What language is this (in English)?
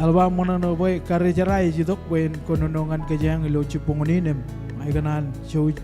Marshallese